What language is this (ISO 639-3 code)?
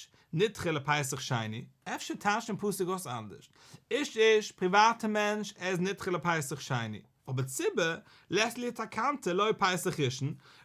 yid